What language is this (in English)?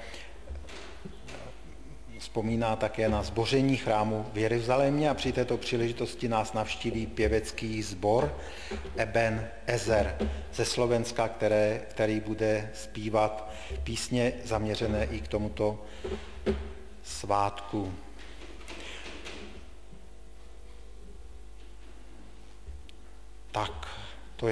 Czech